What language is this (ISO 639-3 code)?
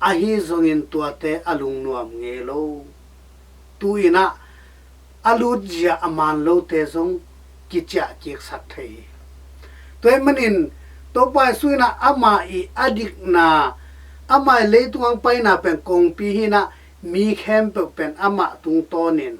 ctd